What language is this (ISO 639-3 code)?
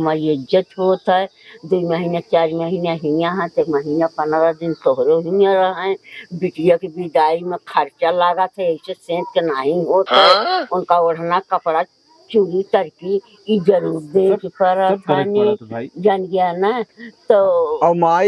awa